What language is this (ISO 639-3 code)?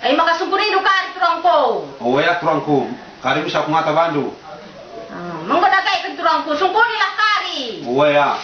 btx